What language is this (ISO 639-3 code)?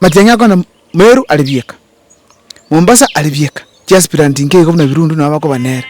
guz